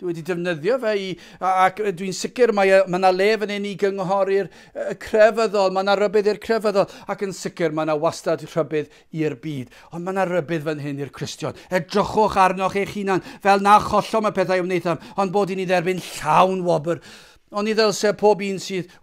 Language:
Welsh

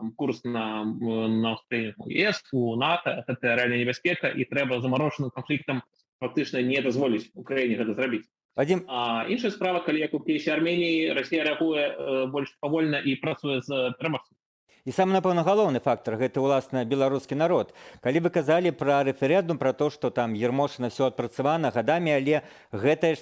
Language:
Belarusian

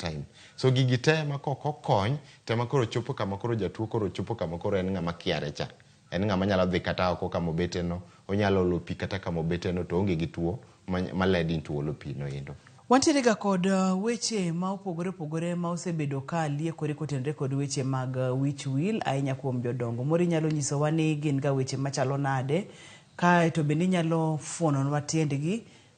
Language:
Luo (Kenya and Tanzania)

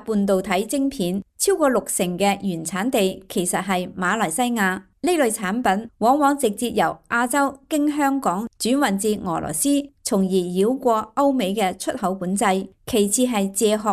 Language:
Cantonese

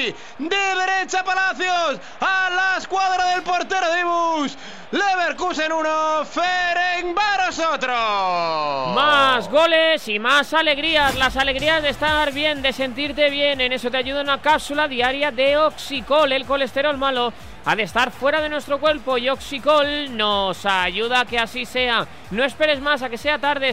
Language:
Spanish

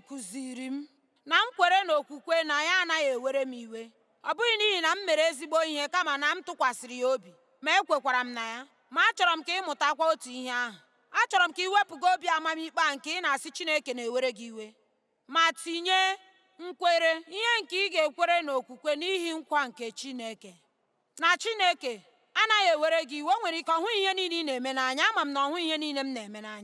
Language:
Igbo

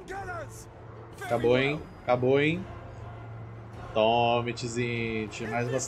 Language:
Portuguese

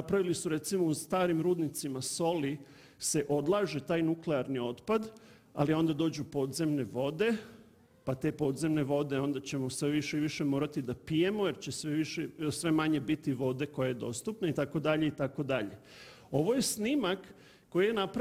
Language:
Serbian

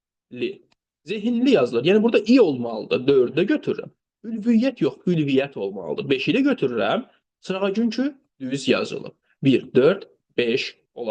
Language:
Azerbaijani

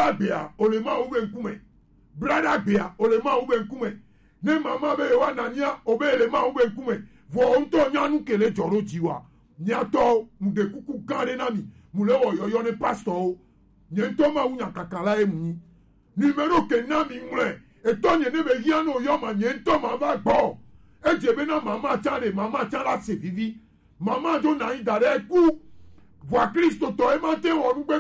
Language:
Gen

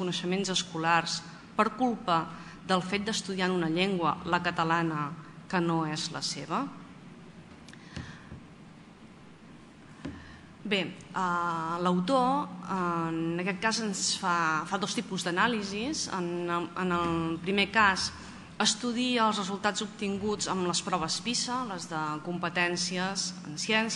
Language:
Catalan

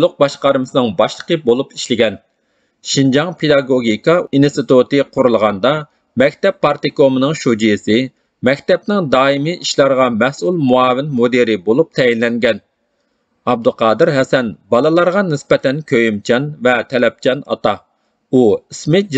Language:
Uyghur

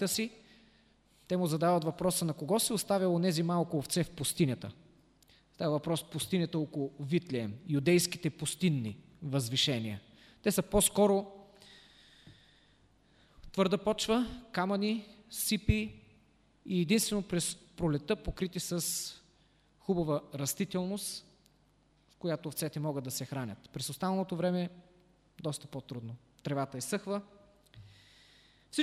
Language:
Bulgarian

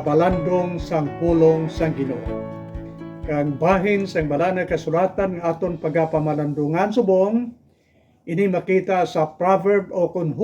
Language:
Hiligaynon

